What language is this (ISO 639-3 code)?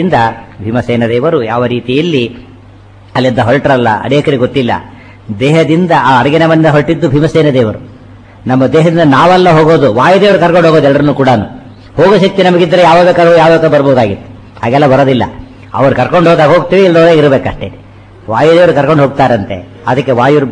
kan